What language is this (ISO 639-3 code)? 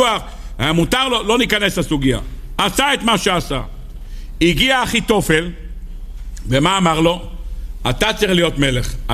heb